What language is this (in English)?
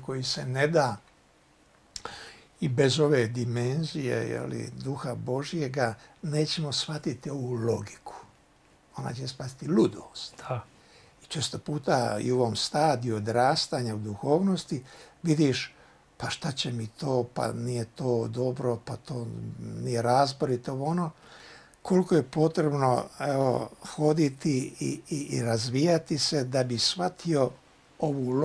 Croatian